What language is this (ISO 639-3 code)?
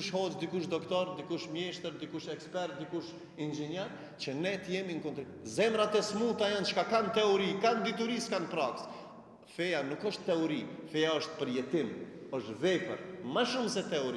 sqi